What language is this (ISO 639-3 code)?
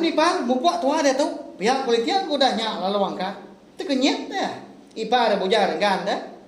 iba